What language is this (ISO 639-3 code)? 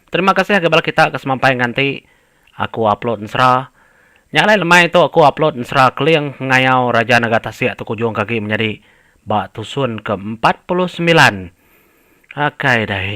iba